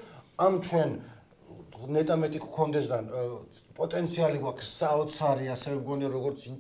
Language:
Georgian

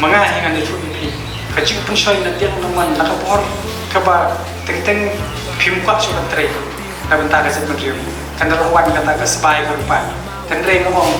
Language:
Khasi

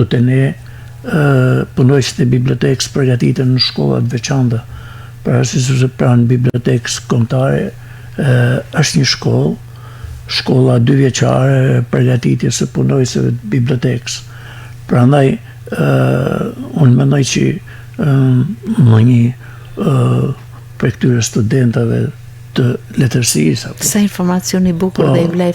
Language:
Albanian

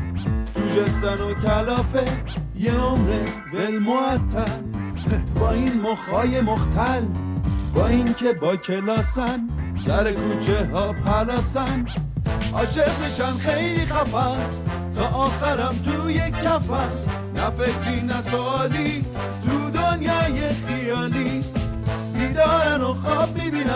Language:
Persian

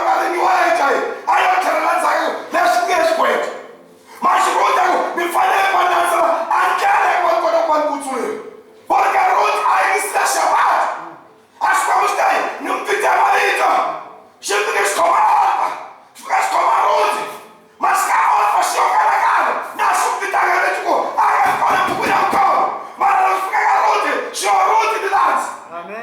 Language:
Tsonga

